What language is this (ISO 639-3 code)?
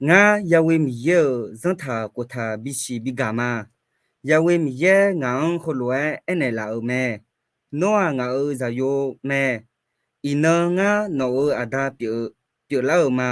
ahk